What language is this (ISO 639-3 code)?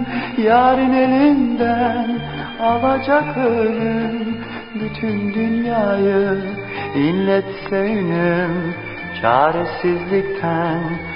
tur